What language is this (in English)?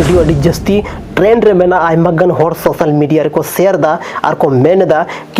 Santali